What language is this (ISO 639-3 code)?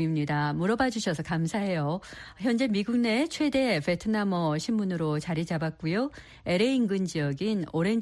kor